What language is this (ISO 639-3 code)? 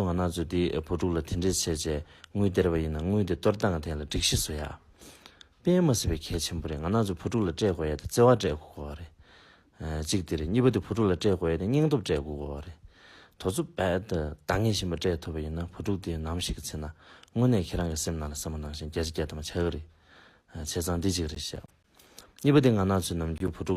bod